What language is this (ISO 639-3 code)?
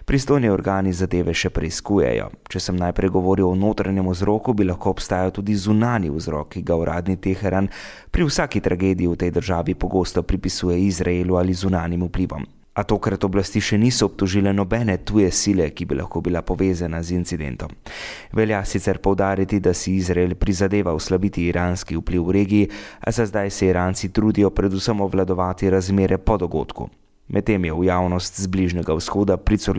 slv